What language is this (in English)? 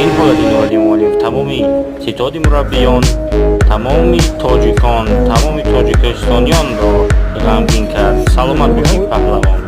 Tajik